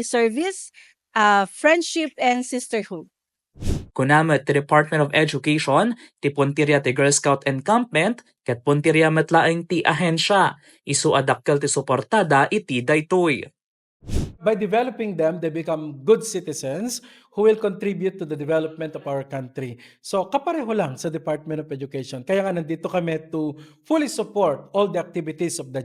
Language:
Iloko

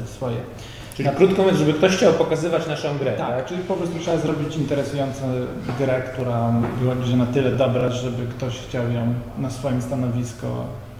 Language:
Polish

